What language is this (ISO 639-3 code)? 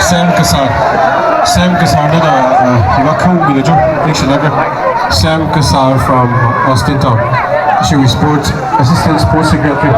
nmf